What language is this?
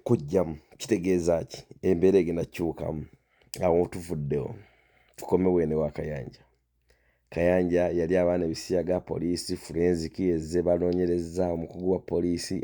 Ganda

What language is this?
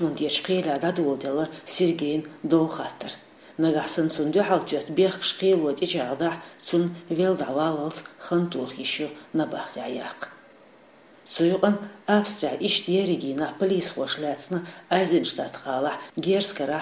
Chechen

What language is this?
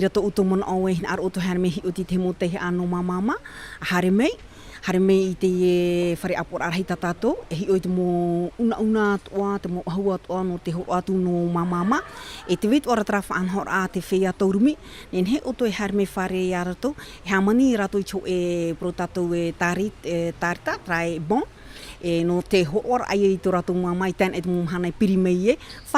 Tahitian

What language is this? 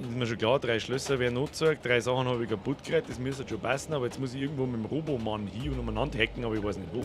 Bavarian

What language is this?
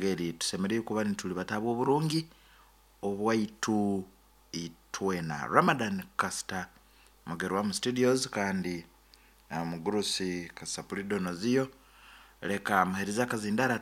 Nyankole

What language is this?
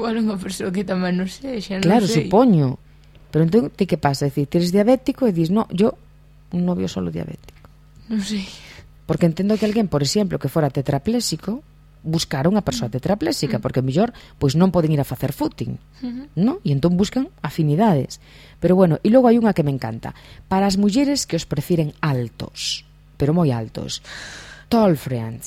Galician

